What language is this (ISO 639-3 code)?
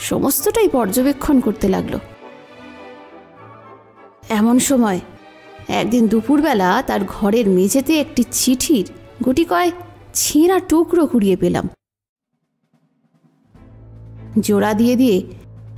ben